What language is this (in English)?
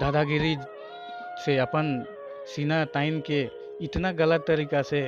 Sadri